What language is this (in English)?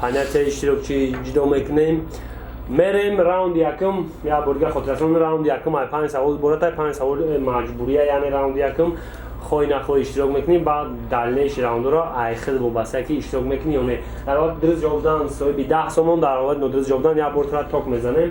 Tajik